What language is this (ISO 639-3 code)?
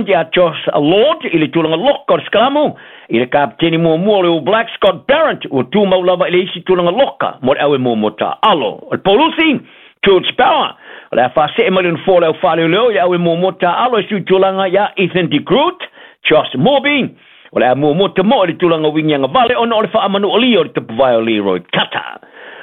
smo